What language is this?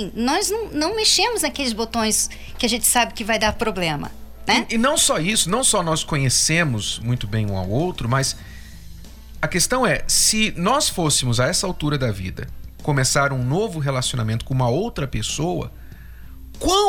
Portuguese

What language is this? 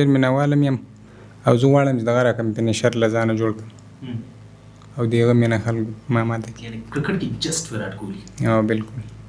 Pashto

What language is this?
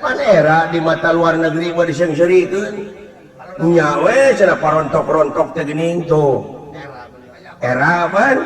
Sundanese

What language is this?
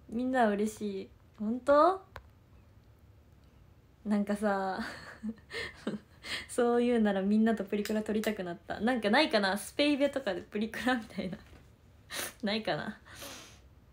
Japanese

